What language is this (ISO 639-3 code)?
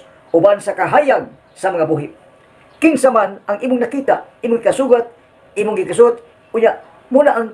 ceb